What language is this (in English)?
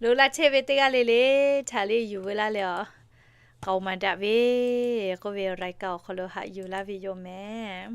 Lahu